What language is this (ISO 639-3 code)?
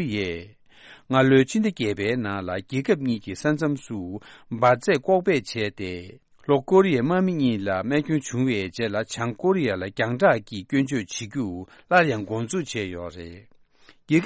bod